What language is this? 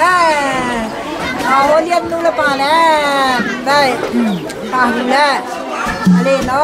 Hakha Chin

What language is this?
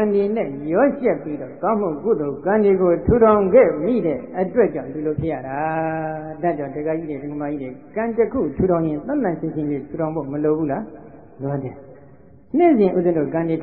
Burmese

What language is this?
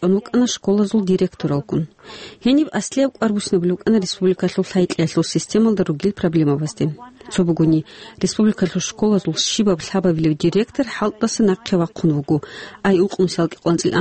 Avaric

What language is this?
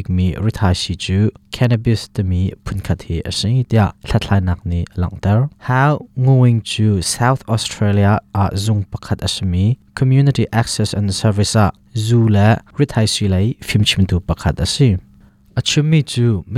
Hakha Chin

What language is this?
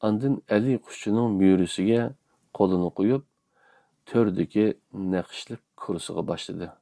Uyghur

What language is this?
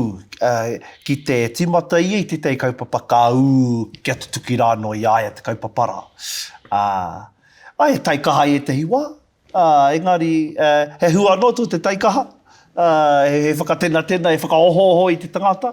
Māori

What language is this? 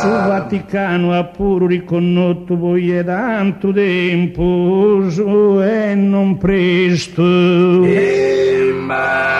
Sardinian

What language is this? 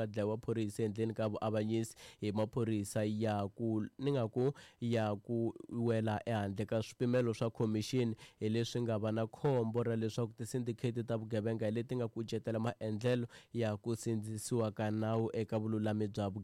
Tsonga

